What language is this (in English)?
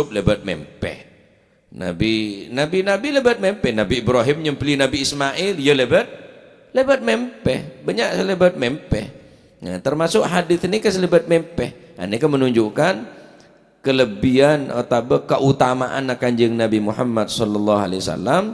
Madurese